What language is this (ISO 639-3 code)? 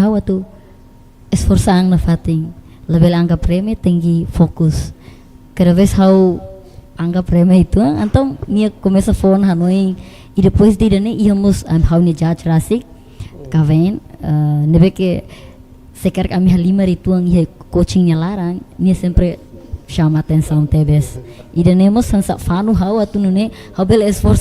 tet